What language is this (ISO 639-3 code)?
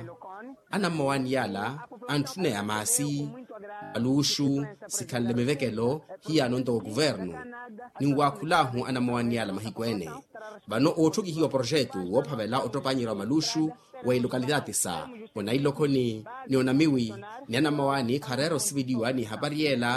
vmw